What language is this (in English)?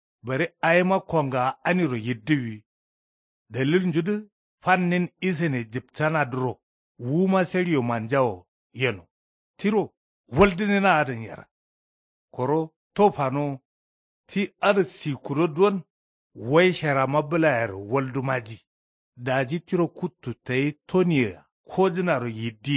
Kanuri